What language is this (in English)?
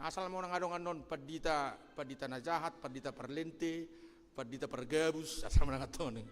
Batak Toba